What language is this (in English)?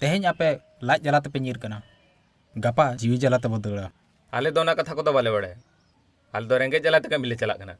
Santali